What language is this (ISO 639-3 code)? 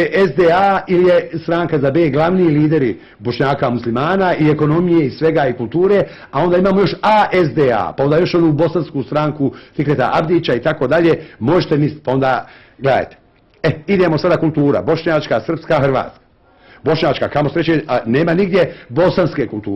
bos